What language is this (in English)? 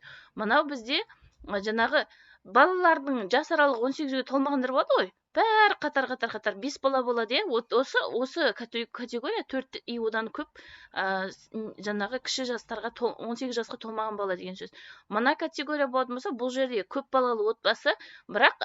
Kazakh